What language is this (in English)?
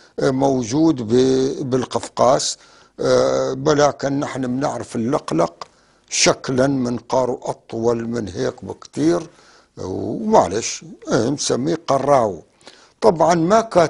North Levantine Arabic